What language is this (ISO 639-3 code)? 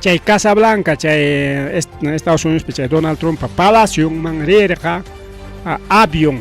quy